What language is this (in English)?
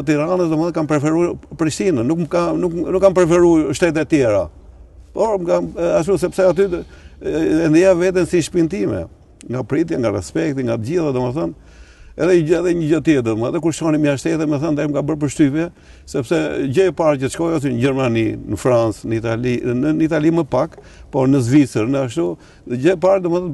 Albanian